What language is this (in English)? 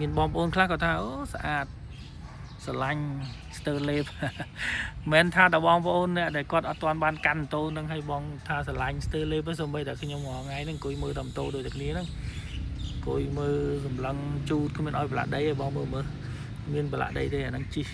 Khmer